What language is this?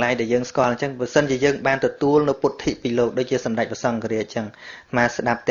Khmer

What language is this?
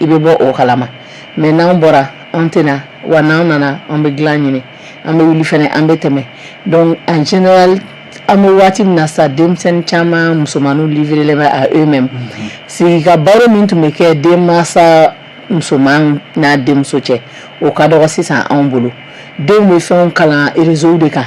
Bambara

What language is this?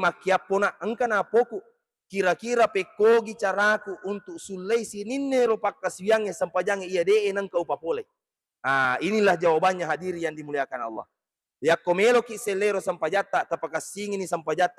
Buginese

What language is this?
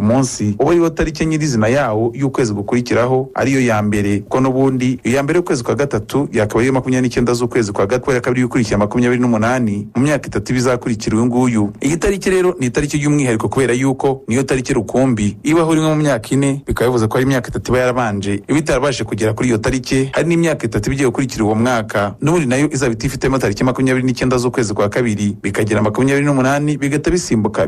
Kinyarwanda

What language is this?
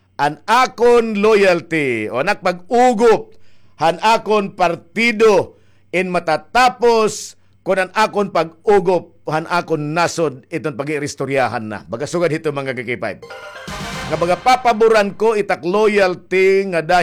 Waray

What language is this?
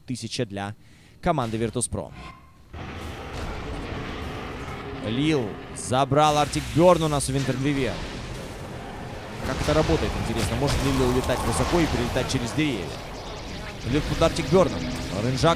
Russian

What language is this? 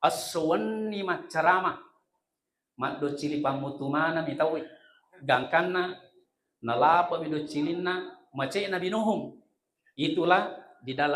Buginese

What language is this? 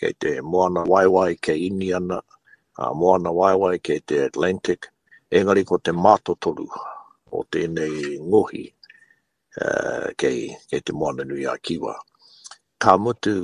Māori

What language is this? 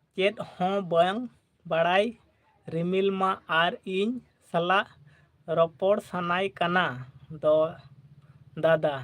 Santali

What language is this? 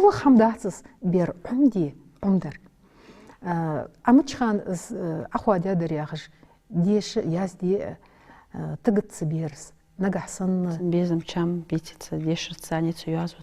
Ingush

